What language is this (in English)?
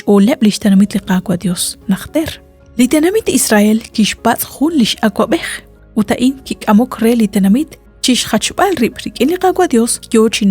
Kekchí